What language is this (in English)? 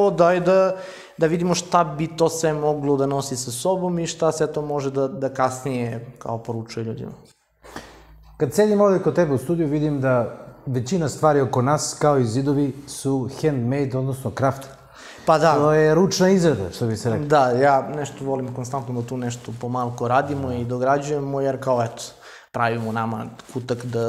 Serbian